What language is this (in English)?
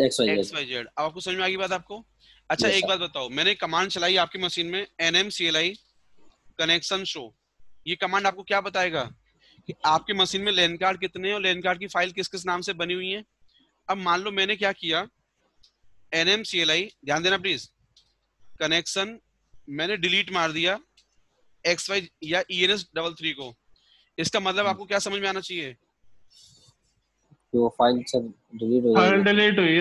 Hindi